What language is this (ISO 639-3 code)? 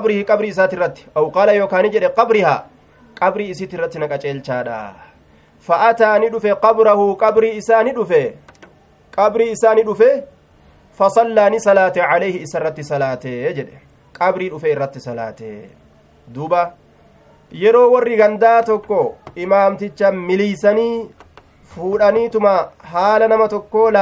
som